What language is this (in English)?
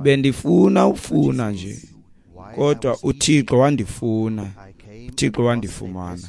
Xhosa